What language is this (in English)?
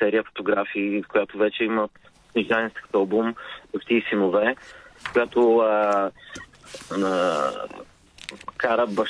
Bulgarian